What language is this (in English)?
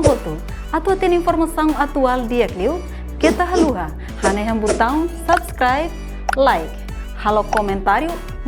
Tetum